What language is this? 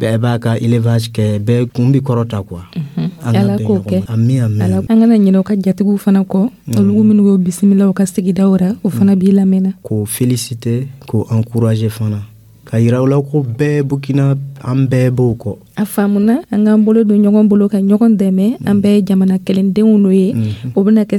Dyula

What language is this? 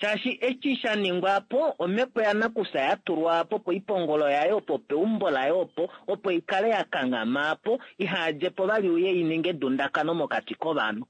Kuanyama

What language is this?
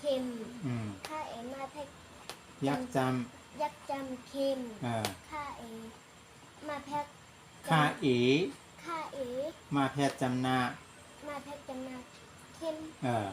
Shan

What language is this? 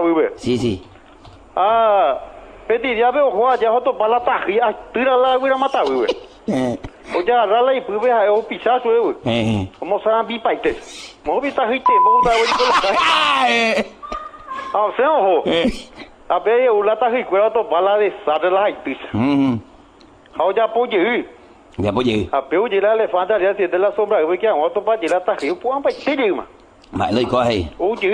Guarani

